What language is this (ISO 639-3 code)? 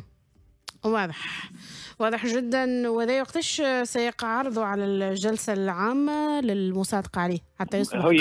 aeb